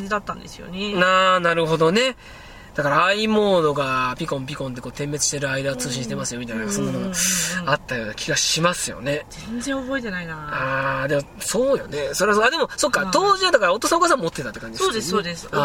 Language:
Japanese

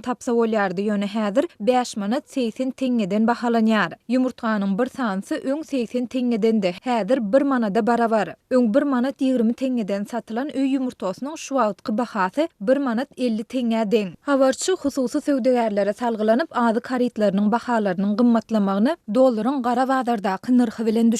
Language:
Turkmen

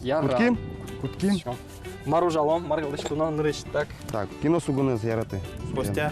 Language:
Udmurt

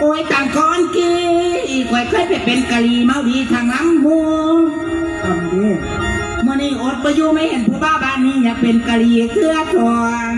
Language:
Lao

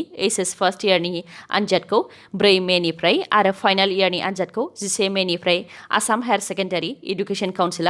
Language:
Bodo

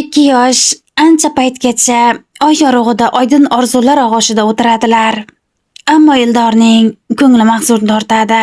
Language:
Uzbek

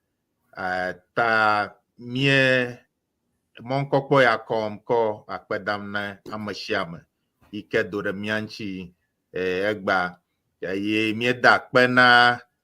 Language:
Ewe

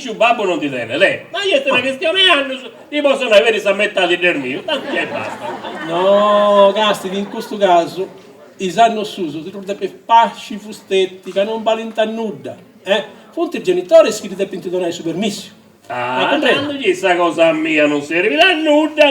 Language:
Sardinian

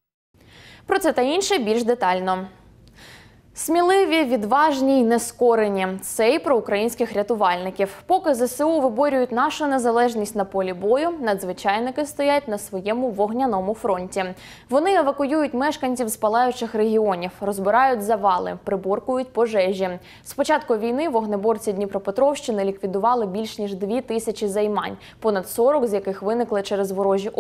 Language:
Ukrainian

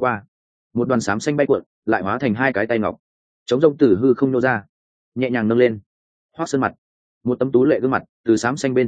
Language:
Vietnamese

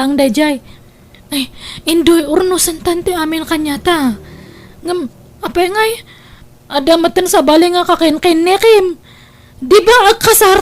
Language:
Iloko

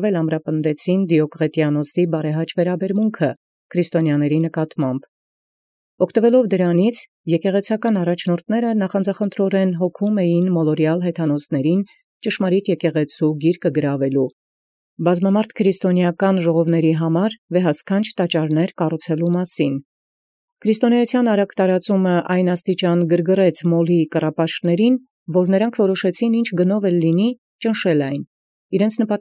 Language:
Armenian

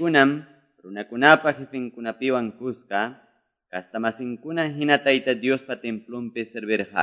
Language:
Quechua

